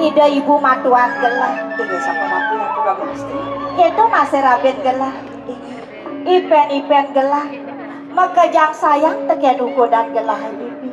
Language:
Balinese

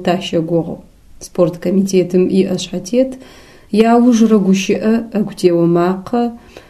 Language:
Adyghe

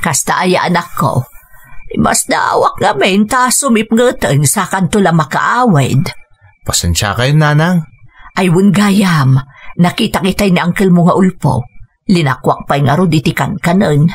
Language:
Iloko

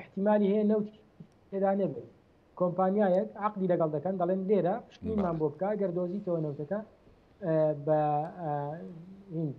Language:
Central Kurdish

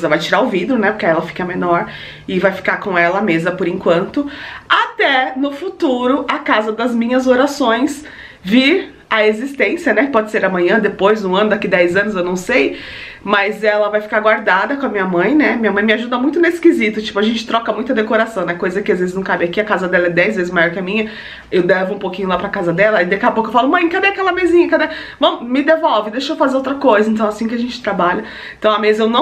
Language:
Portuguese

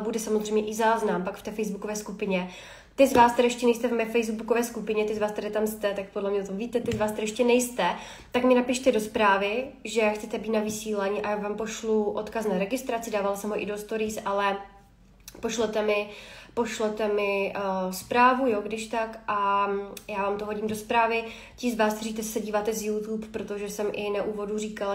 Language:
Czech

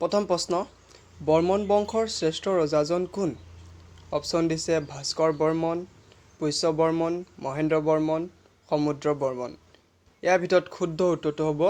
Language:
Assamese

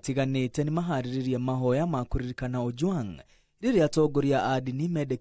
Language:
Kikuyu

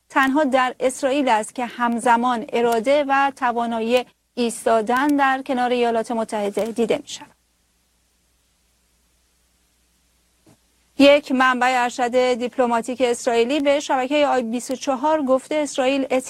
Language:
Persian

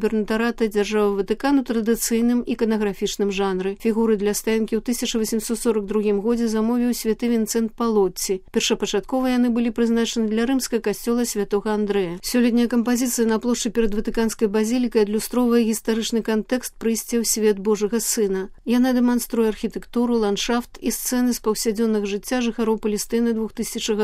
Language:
Belarusian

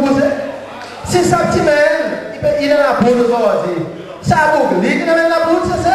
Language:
Seselwa Creole French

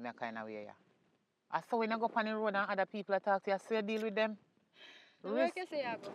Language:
Jamaican Creole English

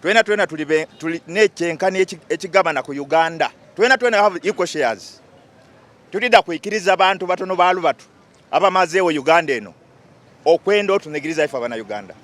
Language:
Ganda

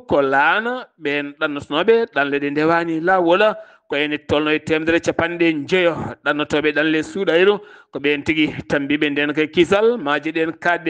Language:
Fula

